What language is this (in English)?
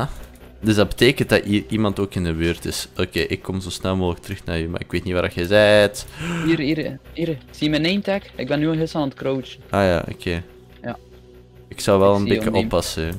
Dutch